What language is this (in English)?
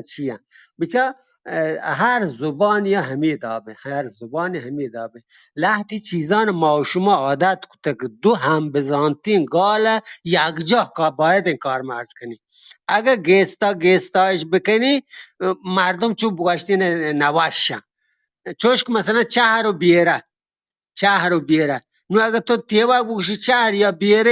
Eastern Balochi